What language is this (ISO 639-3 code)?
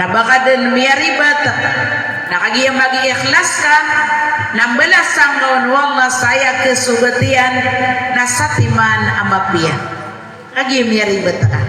mrw